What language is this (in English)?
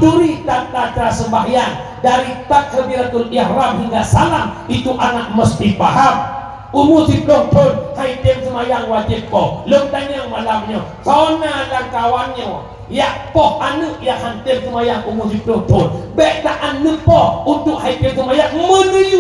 Achinese